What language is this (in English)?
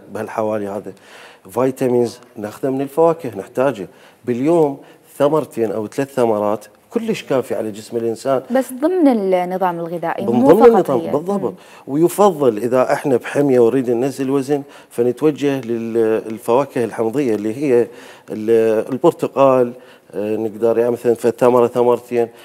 Mesopotamian Arabic